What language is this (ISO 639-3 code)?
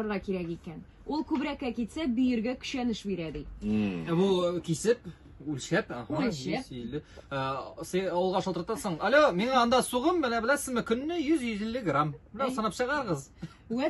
tat